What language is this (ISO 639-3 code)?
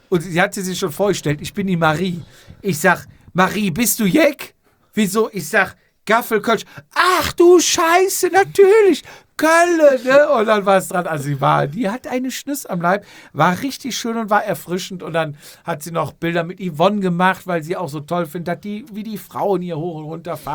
deu